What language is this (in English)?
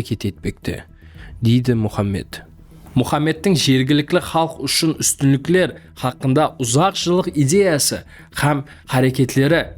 Kara-Kalpak